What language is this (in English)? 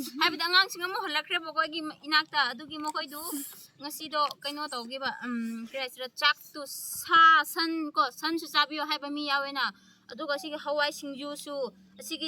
Manipuri